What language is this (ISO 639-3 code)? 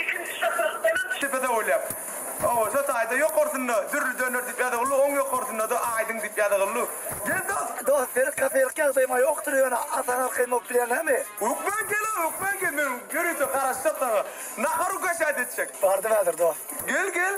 tuk